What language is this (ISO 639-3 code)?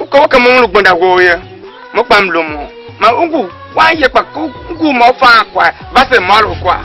tiv